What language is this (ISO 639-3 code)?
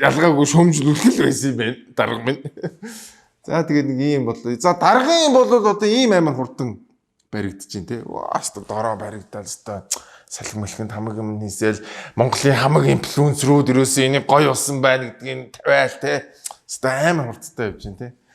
mon